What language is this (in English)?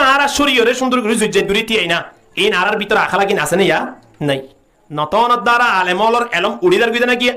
Rohingya